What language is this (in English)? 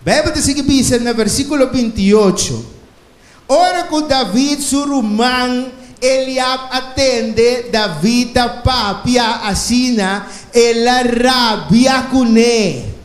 Papiamento